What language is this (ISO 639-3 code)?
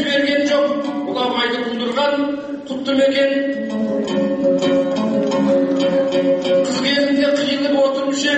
kaz